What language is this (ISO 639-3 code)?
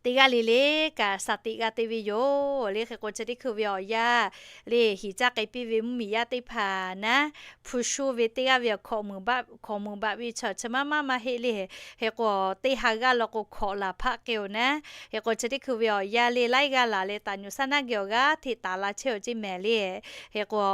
lhu